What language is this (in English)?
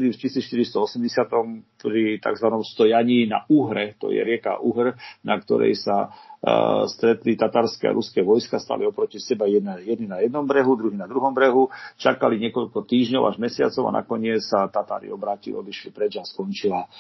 Slovak